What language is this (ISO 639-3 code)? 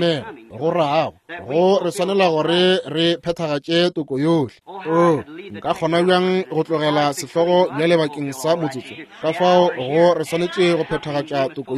nso